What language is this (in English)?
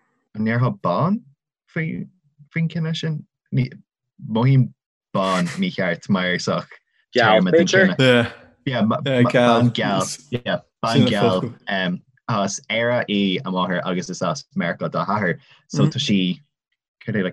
Irish